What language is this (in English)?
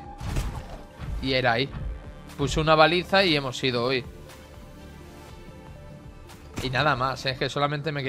Spanish